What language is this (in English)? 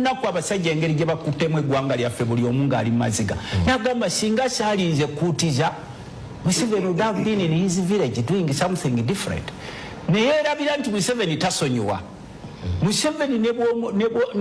Ganda